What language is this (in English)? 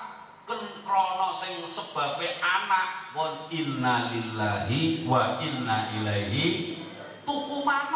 Javanese